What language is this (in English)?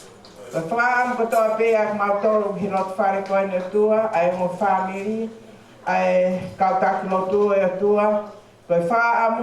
Tongan